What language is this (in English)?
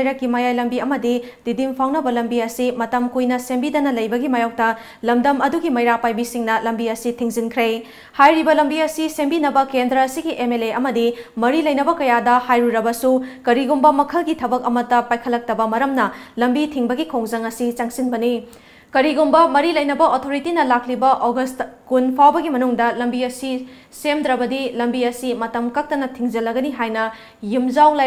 Manipuri